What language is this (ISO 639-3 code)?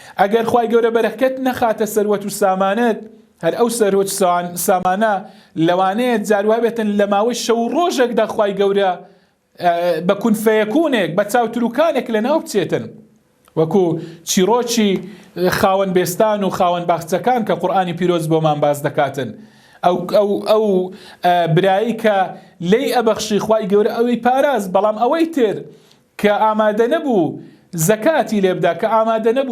ckb